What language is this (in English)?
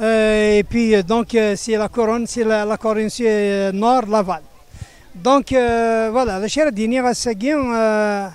Kabyle